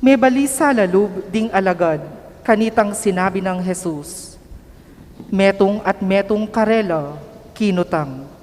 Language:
Pampanga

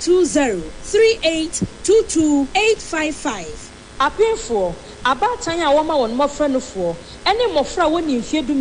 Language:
Akan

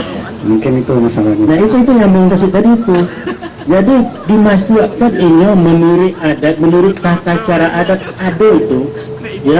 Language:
Minangkabau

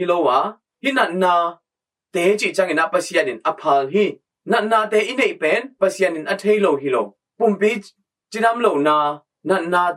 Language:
Tedim Chin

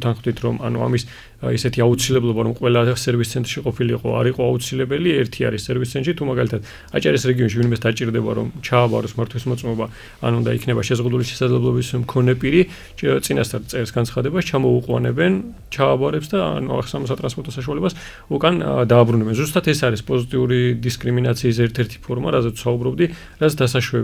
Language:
Georgian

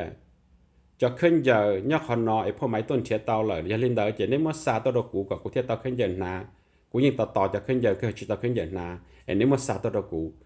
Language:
Hmong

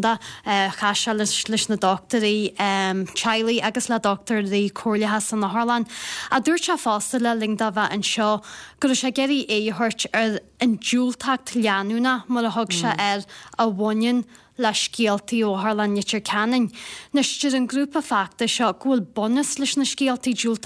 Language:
Irish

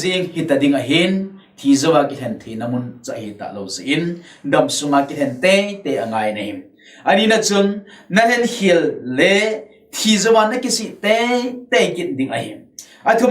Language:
Thado Chin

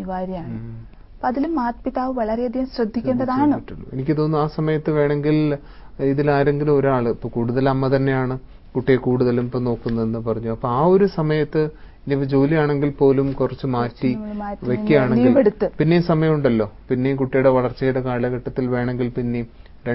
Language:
Malayalam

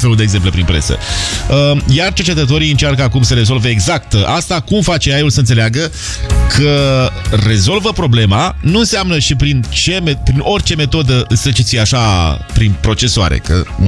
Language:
Romanian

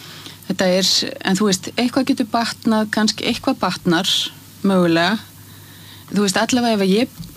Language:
Icelandic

